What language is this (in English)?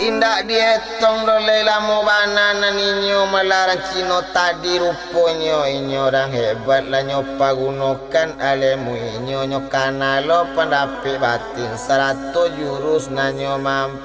Minangkabau